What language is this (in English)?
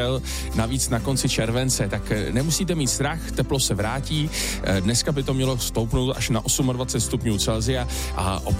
Czech